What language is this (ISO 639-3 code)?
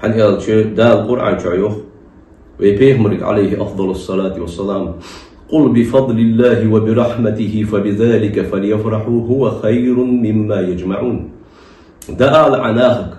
inh